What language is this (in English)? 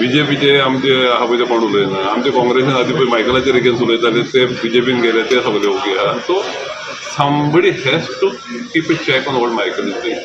Konkani